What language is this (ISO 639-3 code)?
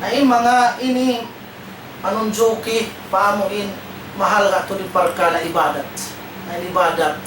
tsg